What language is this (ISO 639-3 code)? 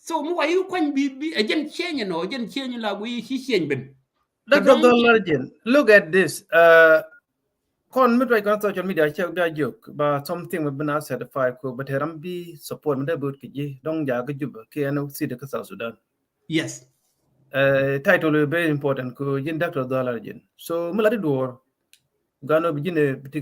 nus